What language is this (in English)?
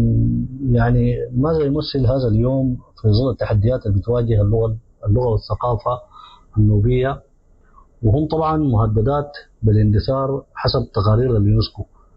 Sudanese Arabic